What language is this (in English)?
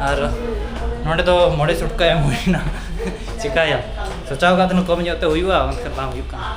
Santali